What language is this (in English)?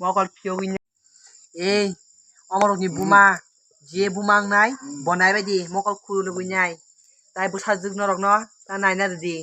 Kok Borok